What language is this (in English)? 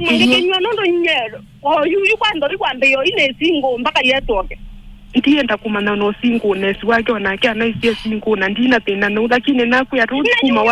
Kamba